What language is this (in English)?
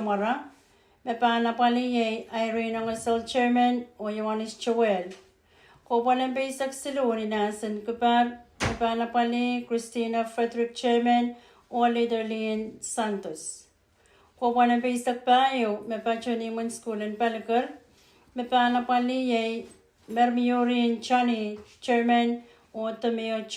Pohnpeian